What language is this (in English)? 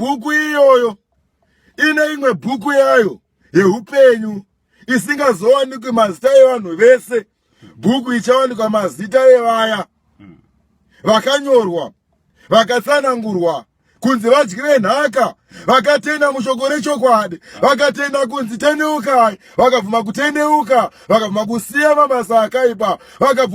Shona